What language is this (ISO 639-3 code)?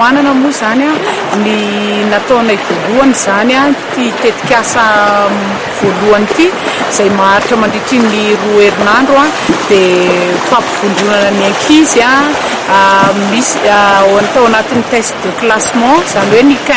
mlg